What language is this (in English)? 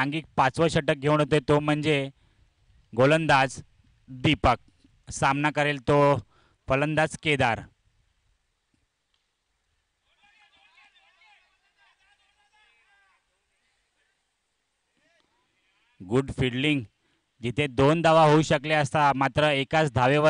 Marathi